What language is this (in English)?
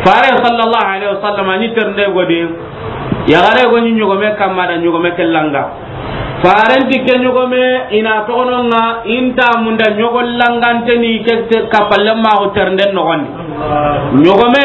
Soninke